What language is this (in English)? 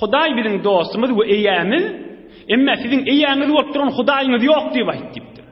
Turkmen